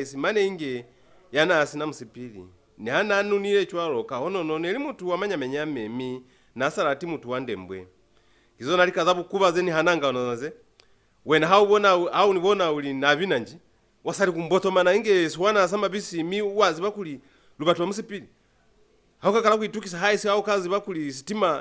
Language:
Lozi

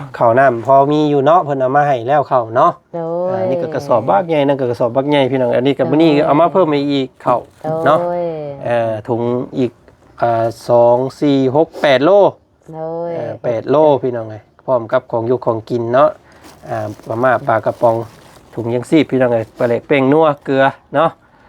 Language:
Lao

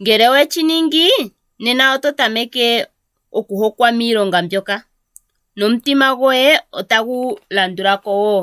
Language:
Ndonga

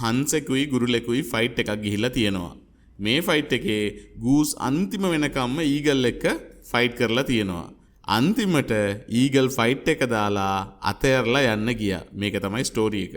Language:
Sinhala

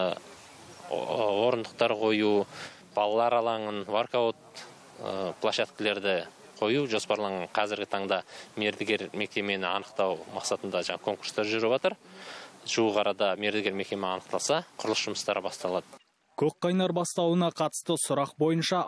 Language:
Kazakh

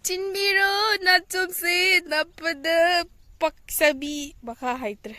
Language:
Manipuri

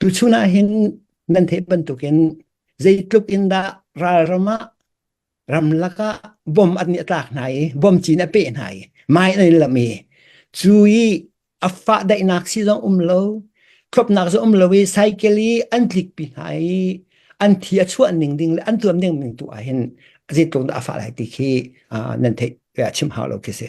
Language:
Hakha Chin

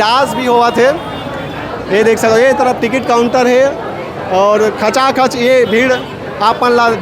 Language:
Chhattisgarhi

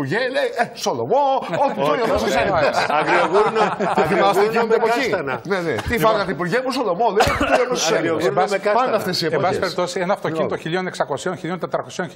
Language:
Greek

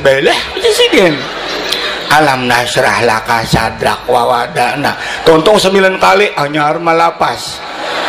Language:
Banjar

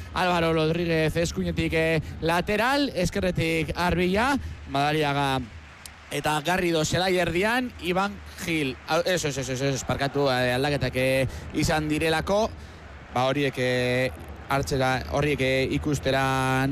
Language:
Basque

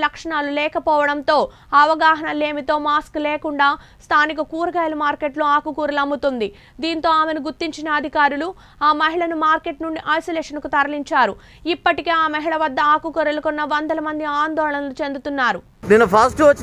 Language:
Telugu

